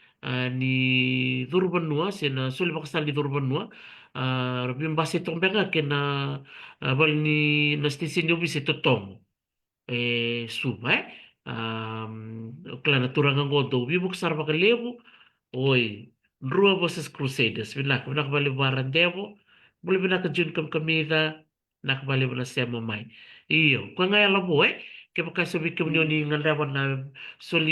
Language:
Fijian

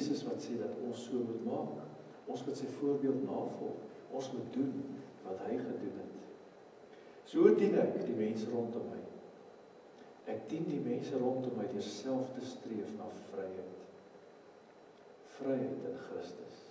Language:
Afrikaans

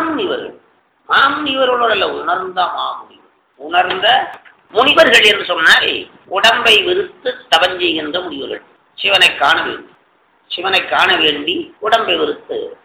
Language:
Tamil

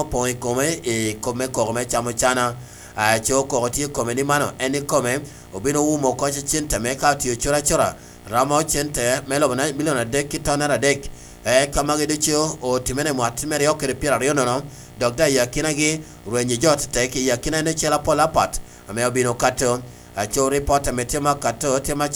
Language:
Lango (Uganda)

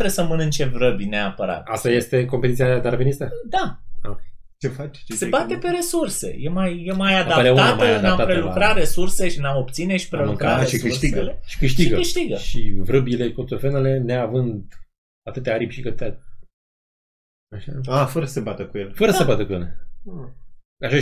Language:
Romanian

